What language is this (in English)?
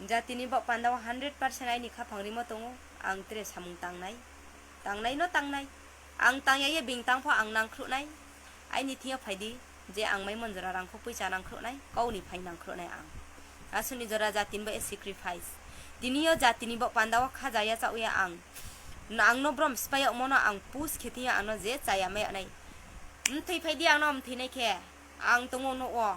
Riang (India)